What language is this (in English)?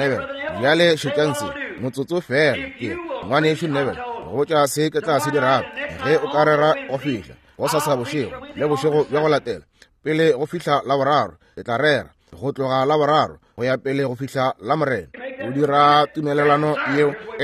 Northern Sotho